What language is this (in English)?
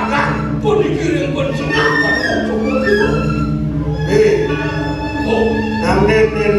Balinese